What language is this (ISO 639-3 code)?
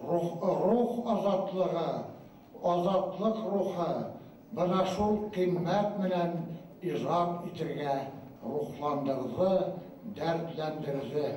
bak